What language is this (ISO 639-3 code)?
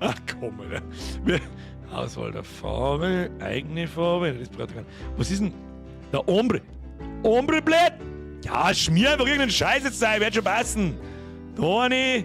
bar